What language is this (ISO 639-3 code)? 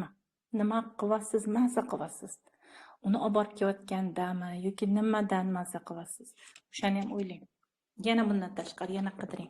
uzb